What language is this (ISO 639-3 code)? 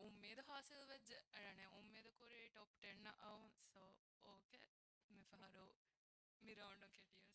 div